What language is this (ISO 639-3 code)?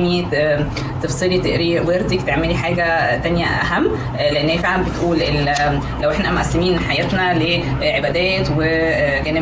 arz